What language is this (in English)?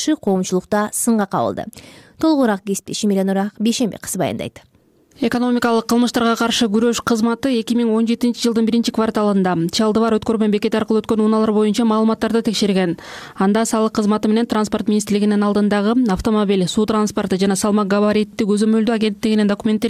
Kyrgyz